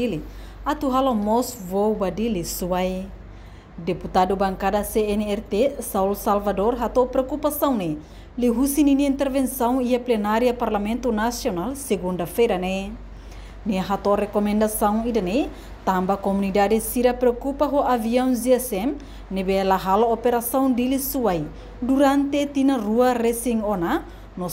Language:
Tetum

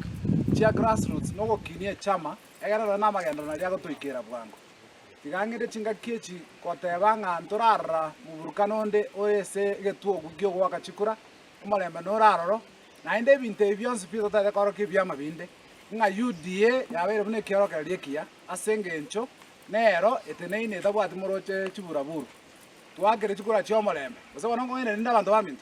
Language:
Gusii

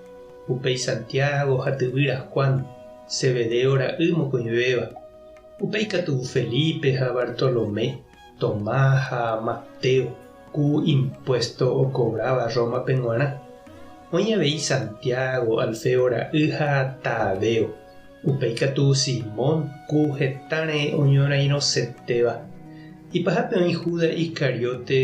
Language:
Guarani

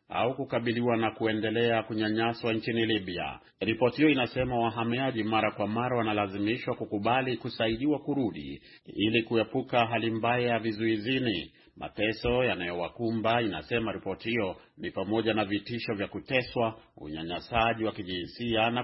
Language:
Swahili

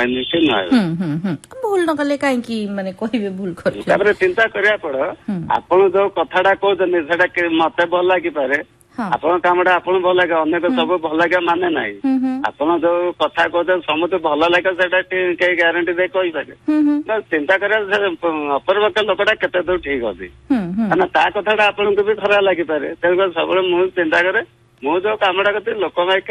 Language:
Odia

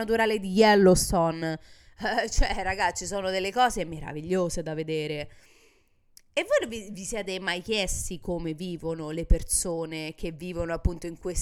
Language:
Italian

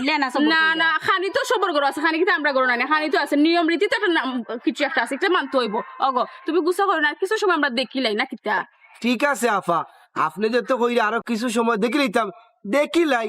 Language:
Sylheti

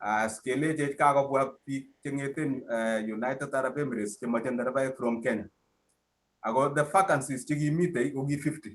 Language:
Kalenjin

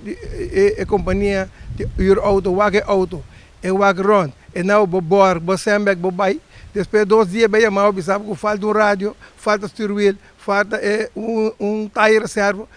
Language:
Papiamento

